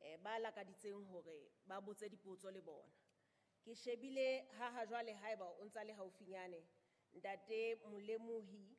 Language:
Southern Sotho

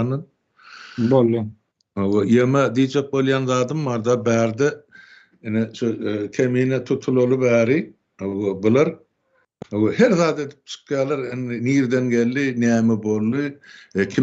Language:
Turkmen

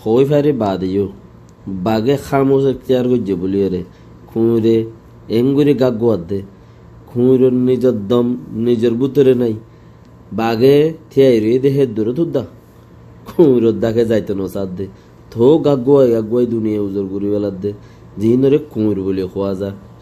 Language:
Rohingya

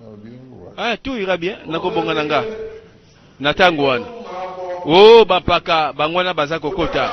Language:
Lingala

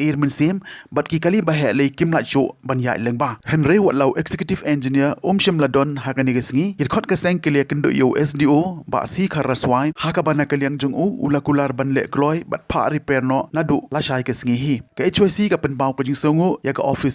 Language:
Khasi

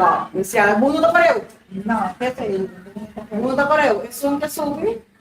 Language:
Papiamento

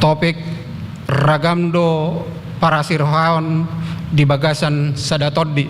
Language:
Batak Toba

